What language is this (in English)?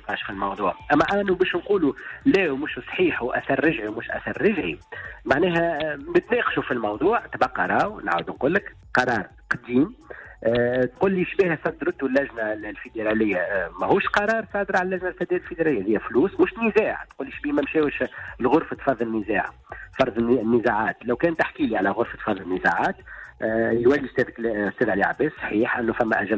Tunisian Arabic